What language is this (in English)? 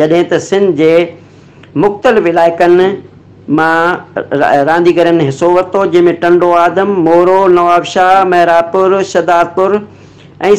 Sindhi